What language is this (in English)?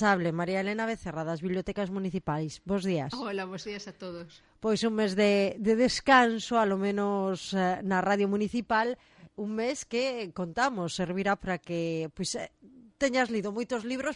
Galician